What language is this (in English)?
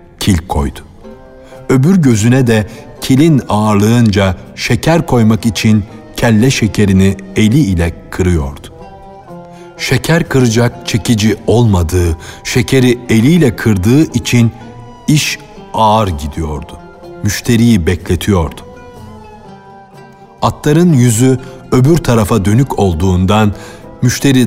Turkish